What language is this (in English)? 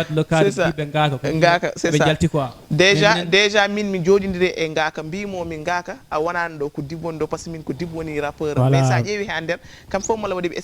Fula